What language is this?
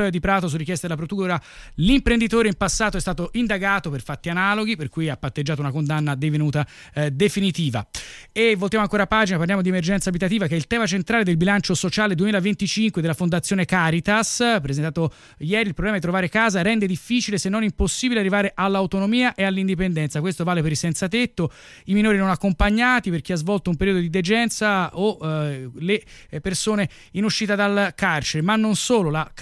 Italian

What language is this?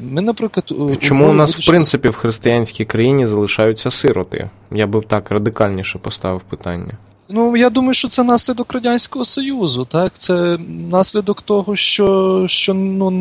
Ukrainian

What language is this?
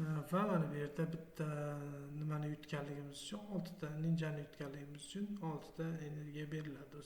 Uzbek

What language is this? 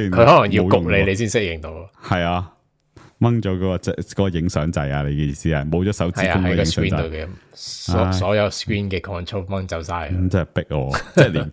Cantonese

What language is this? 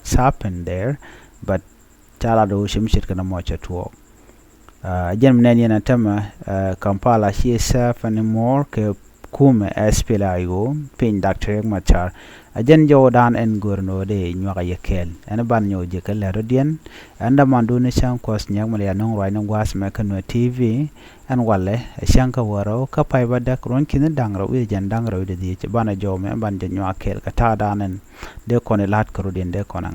Nuer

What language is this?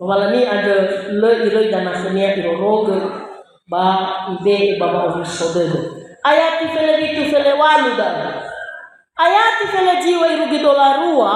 Nias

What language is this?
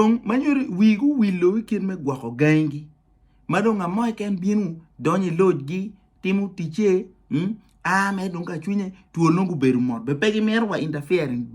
Acoli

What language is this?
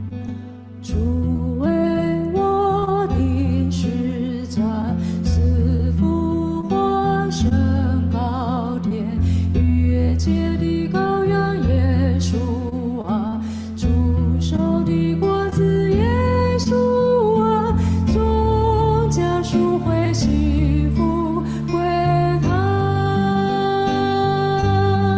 Chinese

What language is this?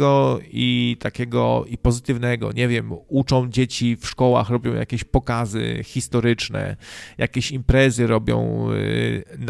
Polish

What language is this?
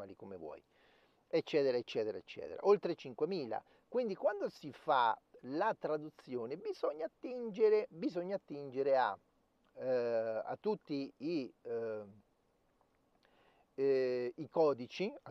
Italian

